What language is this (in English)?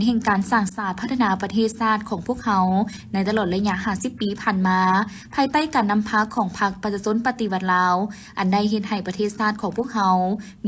Lao